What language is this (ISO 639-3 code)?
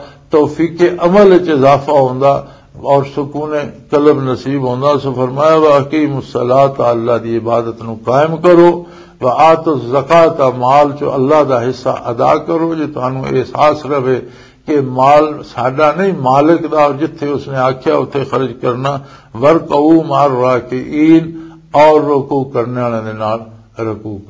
lah